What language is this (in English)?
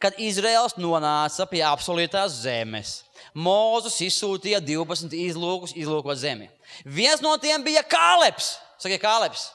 Latvian